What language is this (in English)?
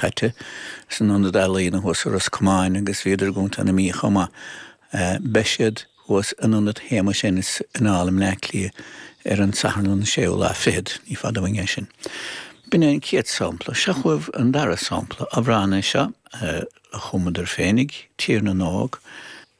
Irish